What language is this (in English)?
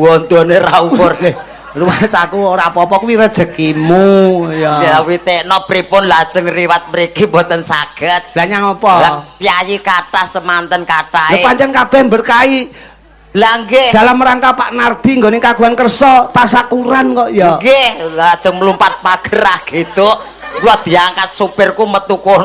Javanese